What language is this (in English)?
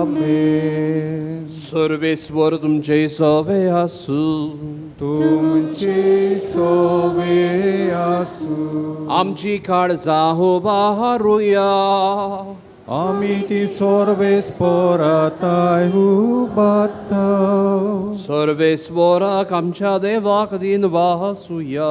Konkani